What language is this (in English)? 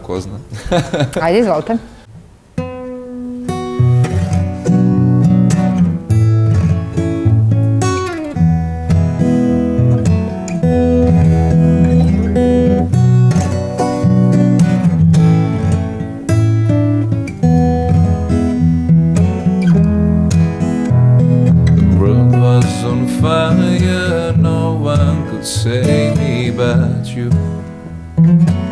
Serbian